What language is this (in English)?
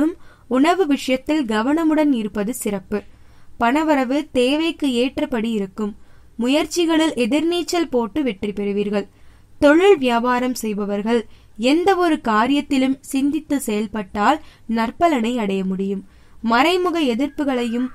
Tamil